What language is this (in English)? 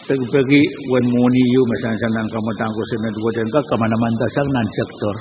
Pohnpeian